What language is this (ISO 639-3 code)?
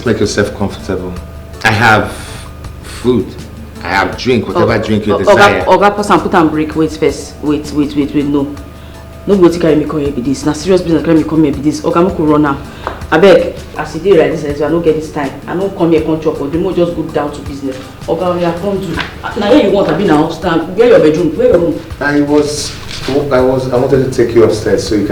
pcm